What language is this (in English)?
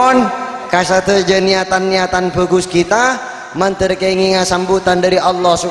Madurese